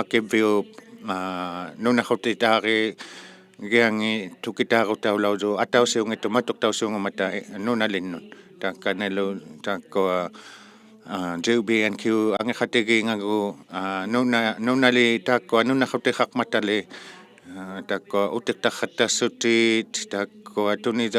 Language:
Inuktitut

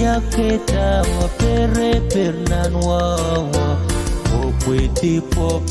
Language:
Pohnpeian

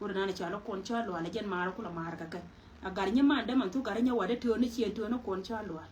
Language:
Nuer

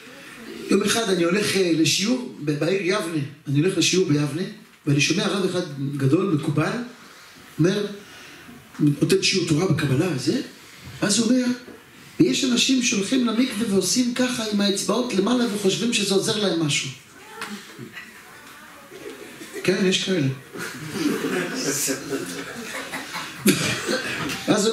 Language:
Hebrew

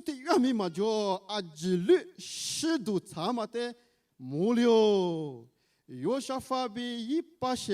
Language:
Lisu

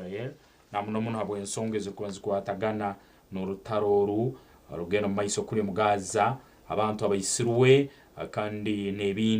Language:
Nyankole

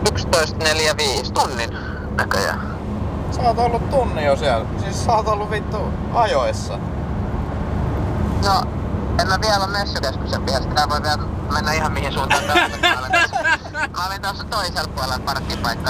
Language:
Finnish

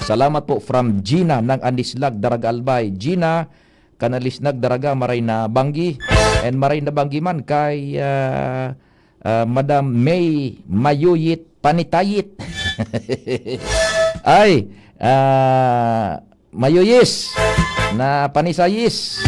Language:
Bikol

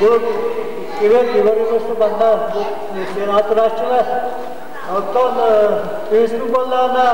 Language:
Yakut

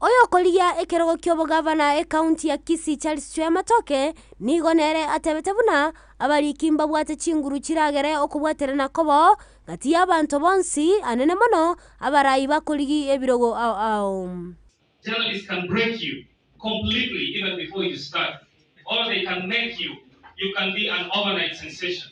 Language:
Gusii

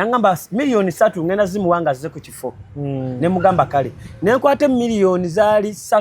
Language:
Ganda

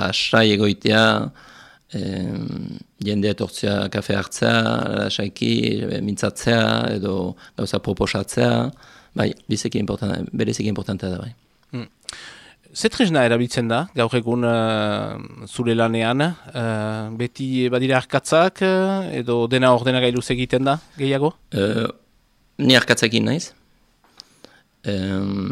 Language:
Basque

